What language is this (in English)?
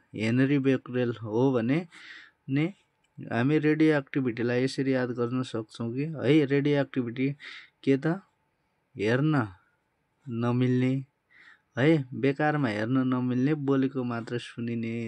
Nepali